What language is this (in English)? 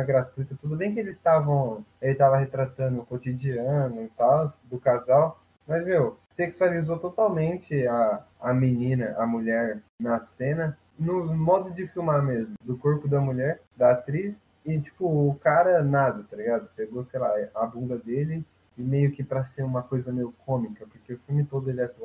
Portuguese